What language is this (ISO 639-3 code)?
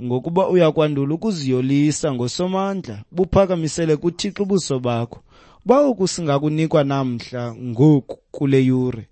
xho